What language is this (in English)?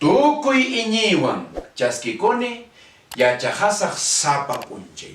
Quechua